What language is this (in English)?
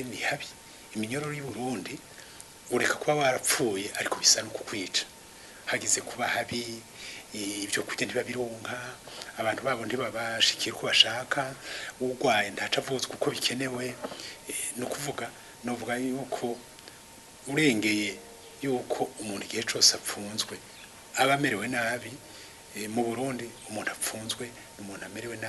Rundi